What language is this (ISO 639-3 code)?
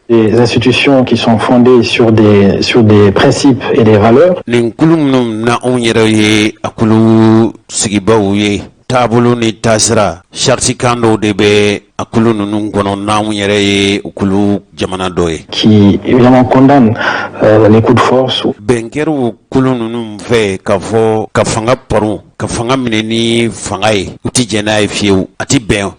bam